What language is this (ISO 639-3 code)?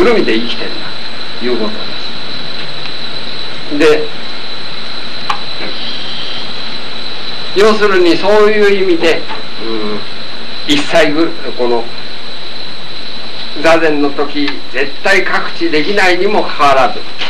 jpn